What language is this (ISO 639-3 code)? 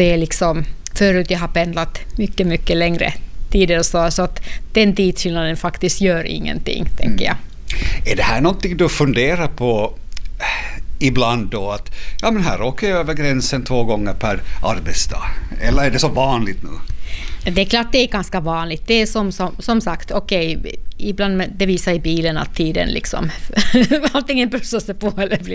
swe